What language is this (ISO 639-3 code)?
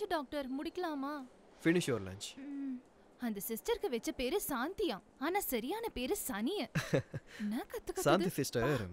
tam